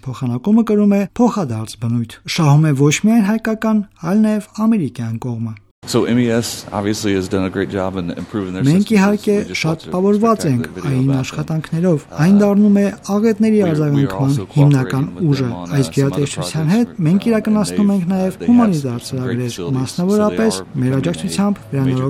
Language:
Armenian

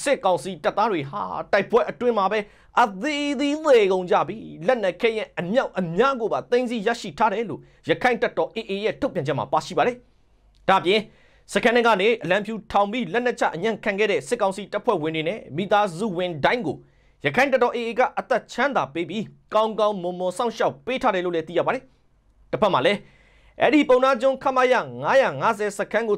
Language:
Burmese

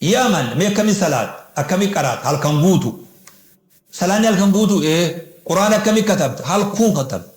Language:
Oromo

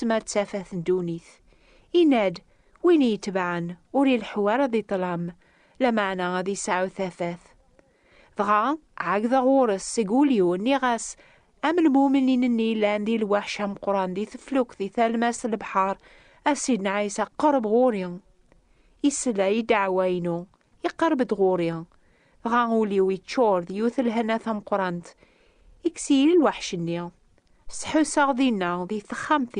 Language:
Kabyle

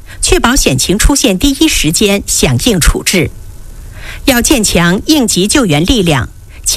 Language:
Chinese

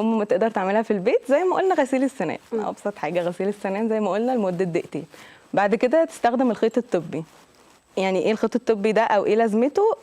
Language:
Egyptian Arabic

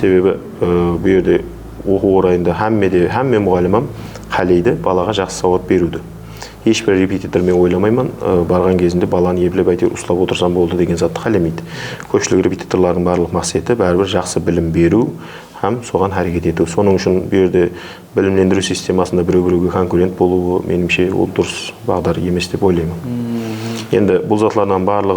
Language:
Kara-Kalpak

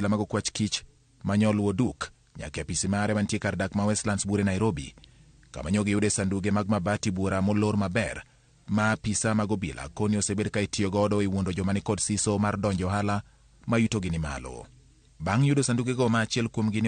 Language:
Luo (Kenya and Tanzania)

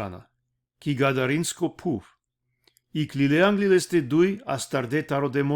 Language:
Balkan Romani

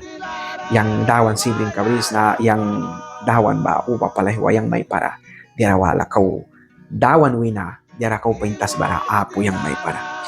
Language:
Mískito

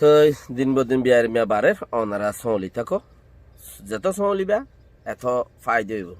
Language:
Rohingya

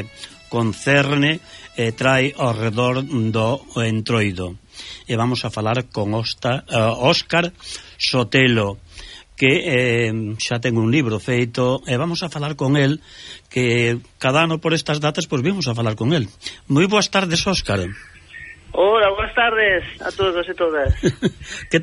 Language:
Galician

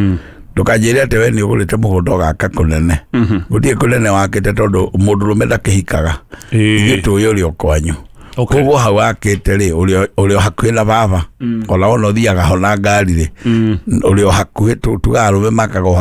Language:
Kikuyu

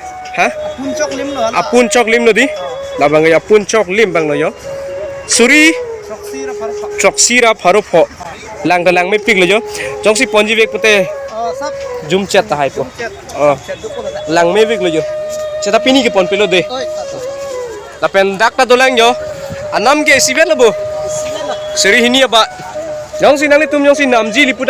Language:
Karbi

